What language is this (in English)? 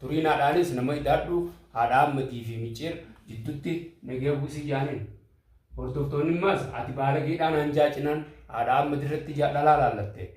Oromo